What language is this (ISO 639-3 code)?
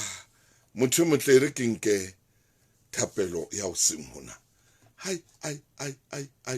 sot